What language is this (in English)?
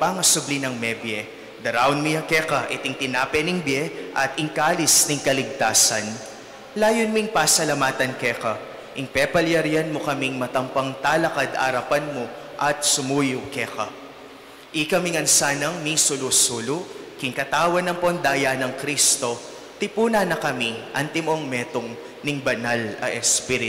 Pampanga